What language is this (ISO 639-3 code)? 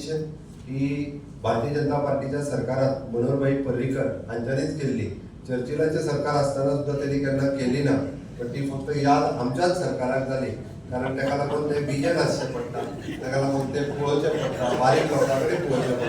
kok